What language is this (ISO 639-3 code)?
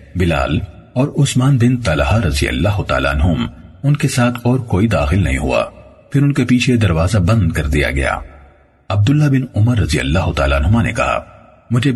urd